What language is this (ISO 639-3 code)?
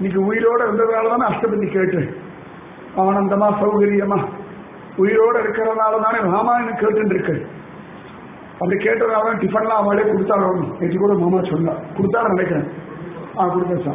tam